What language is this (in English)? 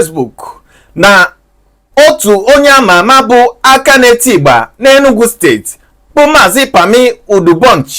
Igbo